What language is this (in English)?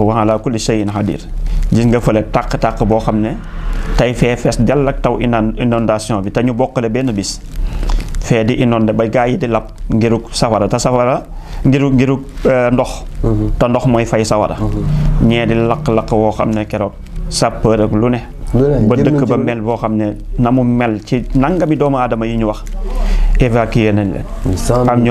Wolof